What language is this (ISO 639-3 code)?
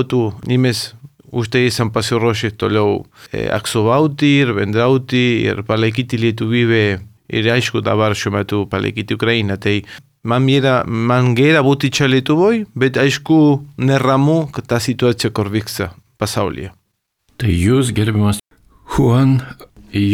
lit